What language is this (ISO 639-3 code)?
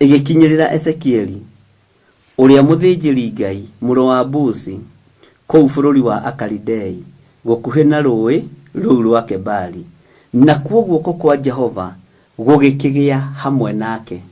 kik